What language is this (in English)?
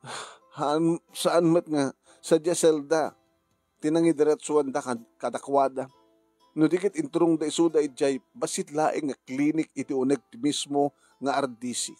Iloko